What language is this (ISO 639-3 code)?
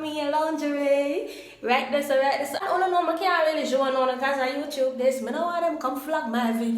jam